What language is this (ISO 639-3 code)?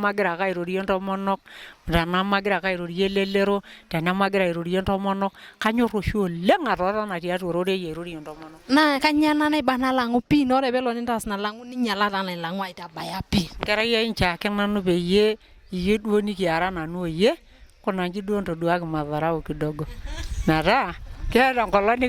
mas